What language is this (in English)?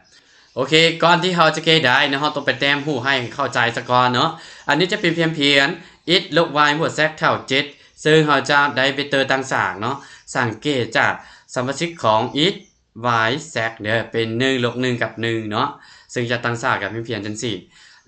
Lao